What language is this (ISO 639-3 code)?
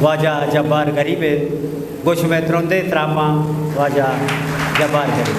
bgp